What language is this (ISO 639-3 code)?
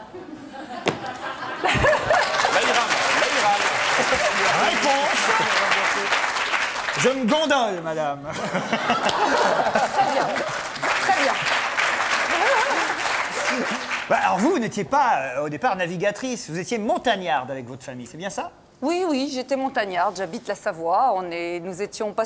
fra